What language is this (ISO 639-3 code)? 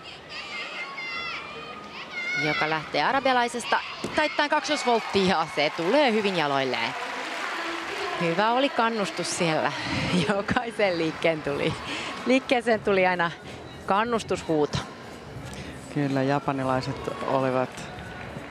fin